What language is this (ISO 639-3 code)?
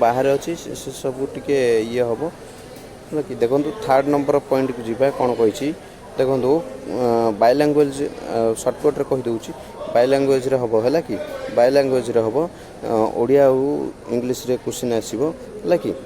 ori